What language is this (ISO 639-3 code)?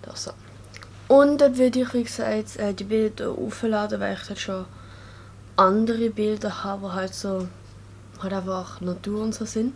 gsw